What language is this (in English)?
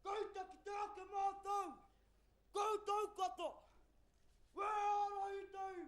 Māori